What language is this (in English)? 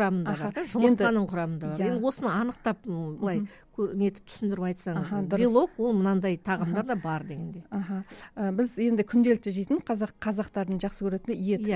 Kazakh